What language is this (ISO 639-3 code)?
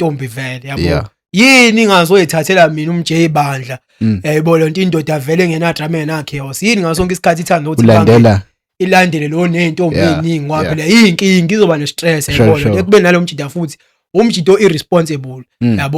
zul